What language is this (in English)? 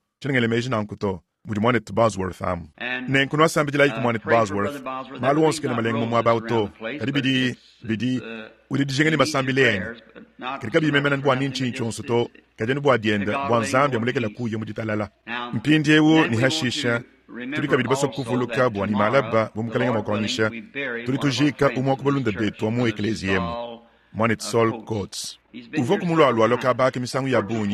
Luba-Lulua